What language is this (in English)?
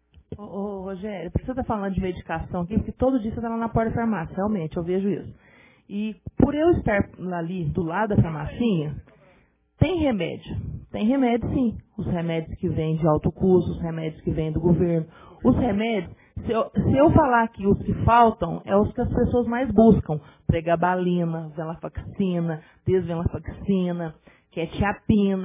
Portuguese